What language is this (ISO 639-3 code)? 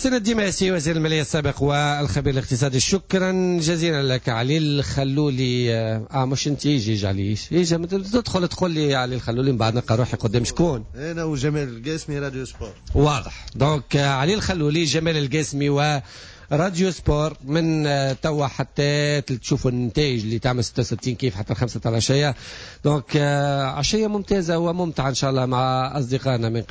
aeb